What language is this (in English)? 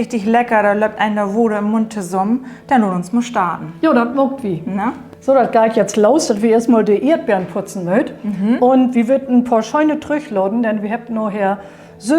Low German